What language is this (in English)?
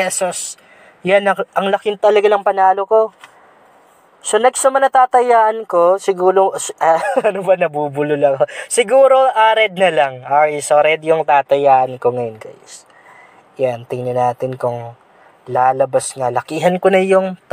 Filipino